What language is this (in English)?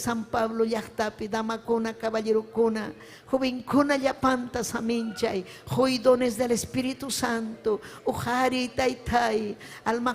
Ayacucho Quechua